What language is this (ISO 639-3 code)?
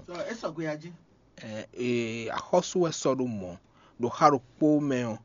fon